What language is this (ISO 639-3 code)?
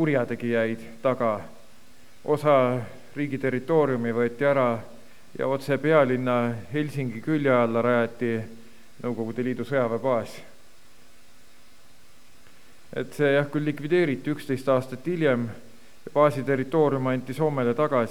est